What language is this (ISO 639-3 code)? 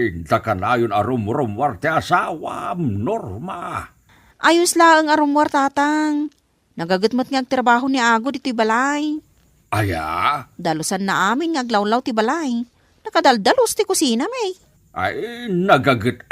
ilo